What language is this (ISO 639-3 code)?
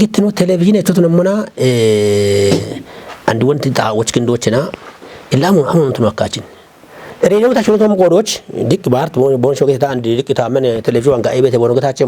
kbr